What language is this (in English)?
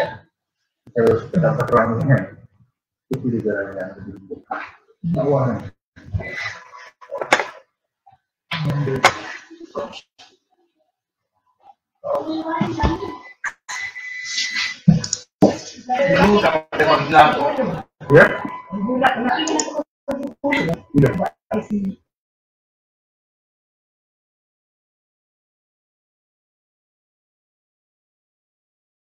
Malay